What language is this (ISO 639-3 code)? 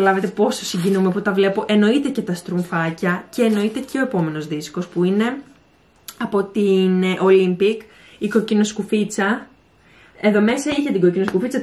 ell